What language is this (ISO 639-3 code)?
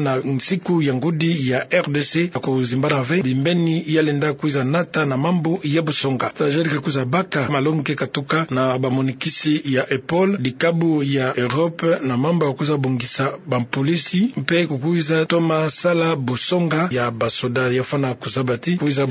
ktu